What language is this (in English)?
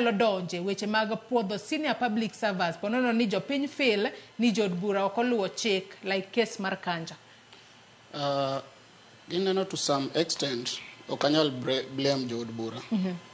Luo (Kenya and Tanzania)